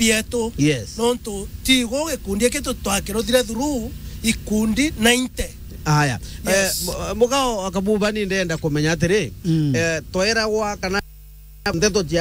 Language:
Meru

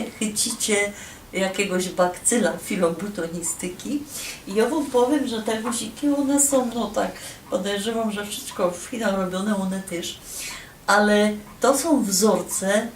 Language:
Silesian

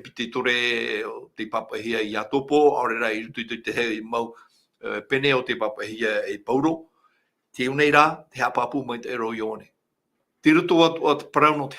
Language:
Tahitian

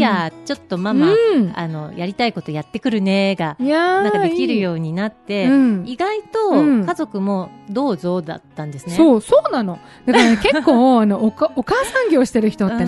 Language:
Japanese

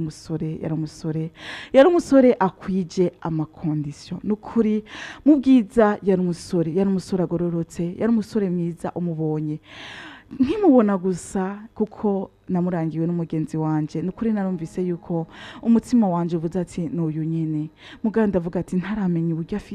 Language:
Rundi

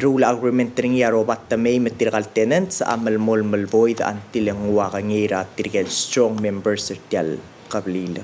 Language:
Palauan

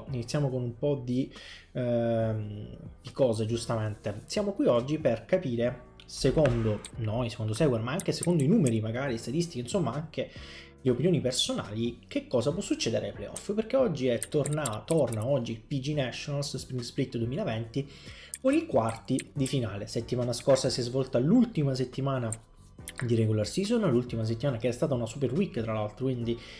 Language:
Italian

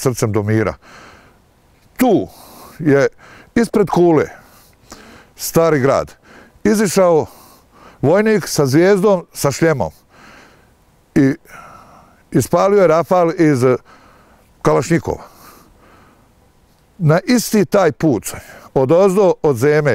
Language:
Bosnian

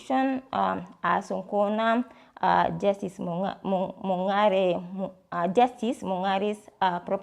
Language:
Meru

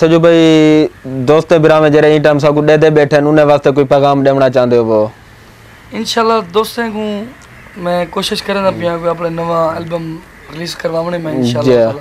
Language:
Saraiki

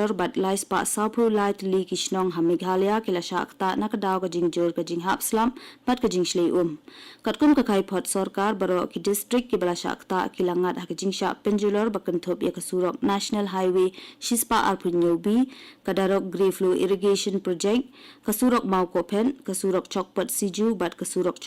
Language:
Khasi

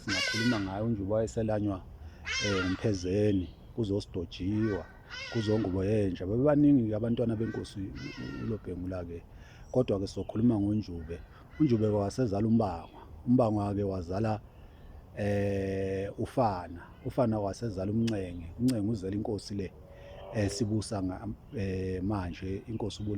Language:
Zulu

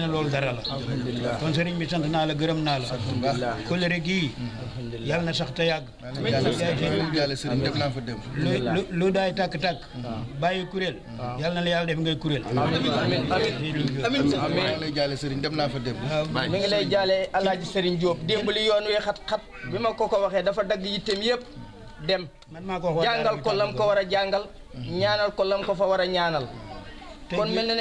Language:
Wolof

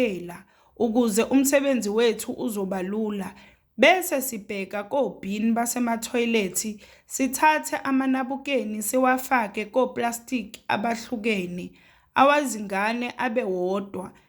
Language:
Zulu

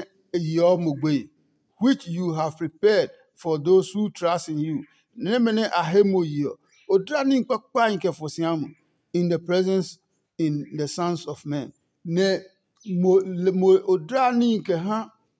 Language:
Adangme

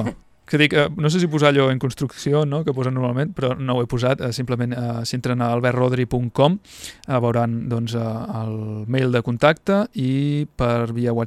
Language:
Catalan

